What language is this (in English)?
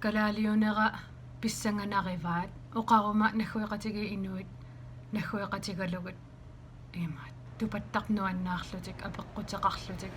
Kalaallisut